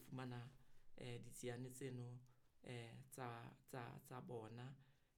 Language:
Southern Sotho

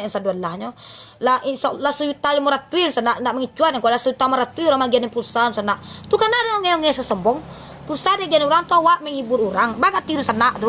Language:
Minangkabau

